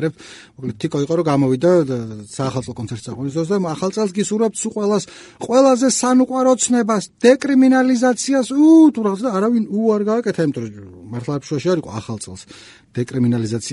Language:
Georgian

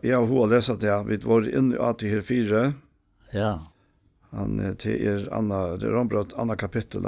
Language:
Faroese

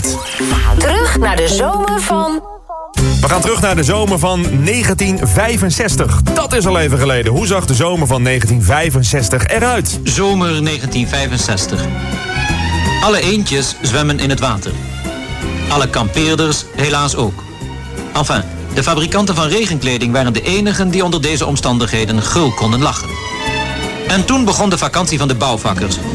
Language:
Dutch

